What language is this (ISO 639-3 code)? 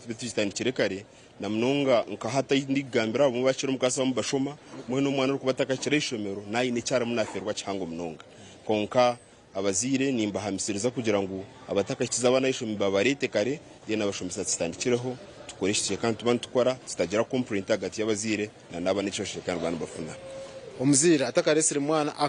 nyn